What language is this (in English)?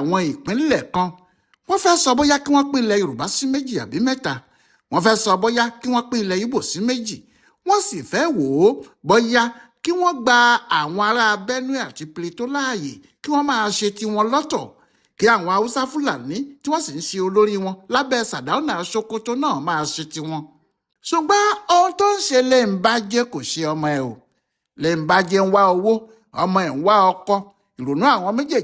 Yoruba